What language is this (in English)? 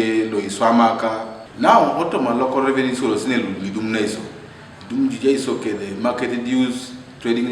Teso